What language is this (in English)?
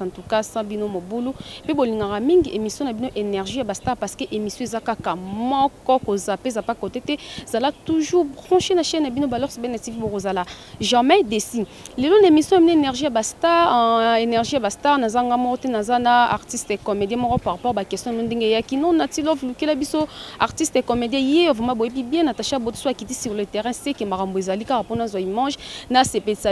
Lingala